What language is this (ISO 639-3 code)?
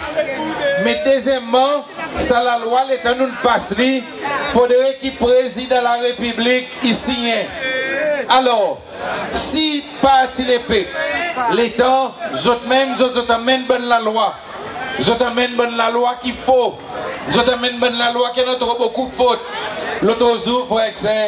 crs